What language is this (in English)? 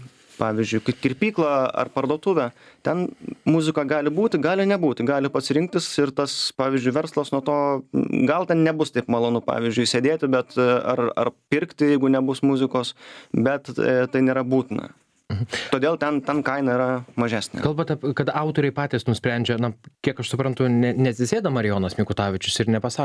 Lithuanian